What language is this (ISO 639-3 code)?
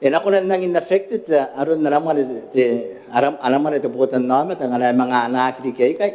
gil